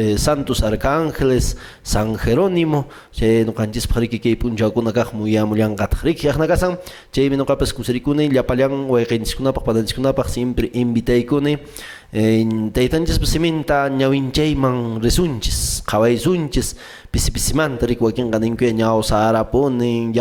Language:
Quechua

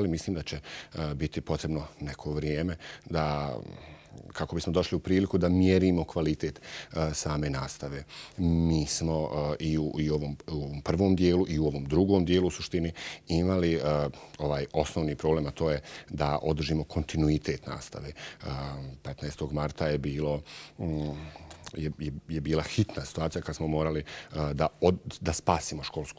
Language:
Croatian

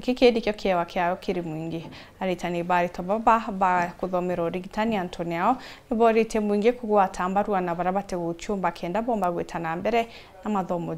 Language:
Meru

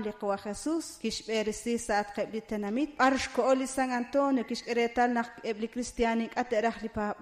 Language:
Kekchí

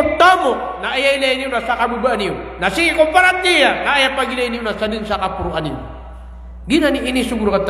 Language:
Maranao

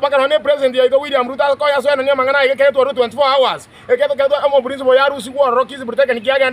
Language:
Gusii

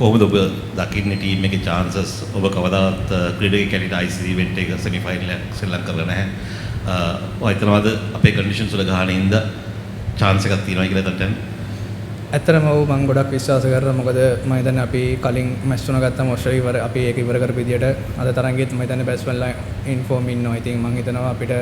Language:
Sinhala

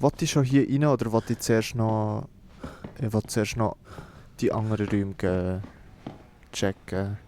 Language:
Swiss German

